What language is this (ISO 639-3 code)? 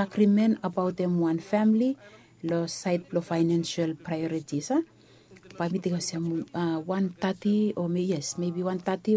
bis